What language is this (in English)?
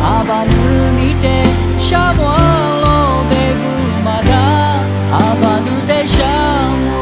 Lisu